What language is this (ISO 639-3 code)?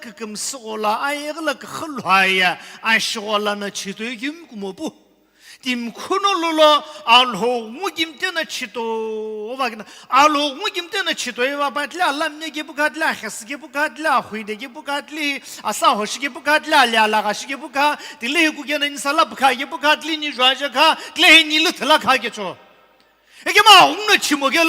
nsm